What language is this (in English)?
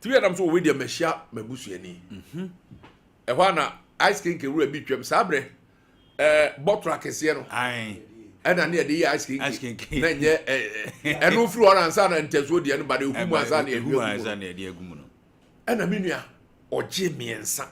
Akan